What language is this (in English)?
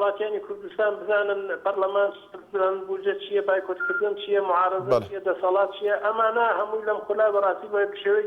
Central Kurdish